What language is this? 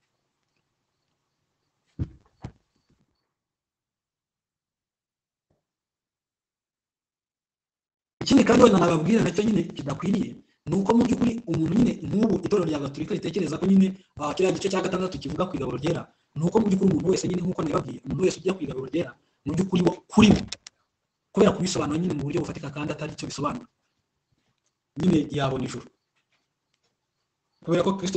Kinyarwanda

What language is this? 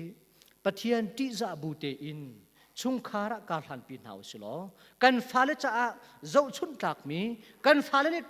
Hakha Chin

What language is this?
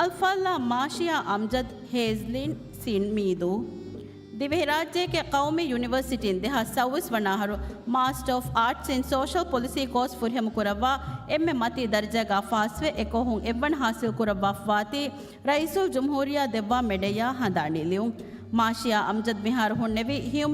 Divehi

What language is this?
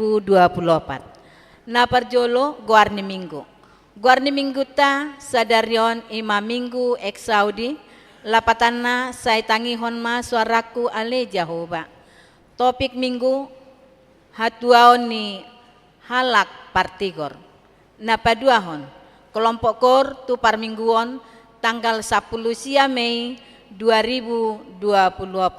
Batak Toba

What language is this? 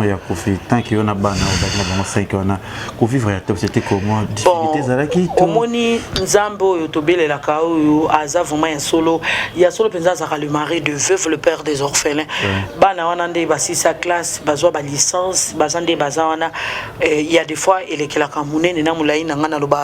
Lingala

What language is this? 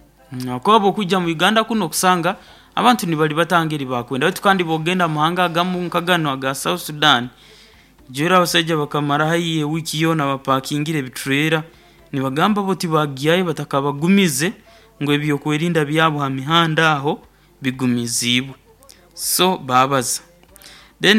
Nyoro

